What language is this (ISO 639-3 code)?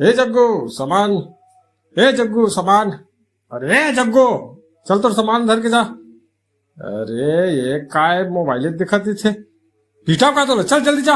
hne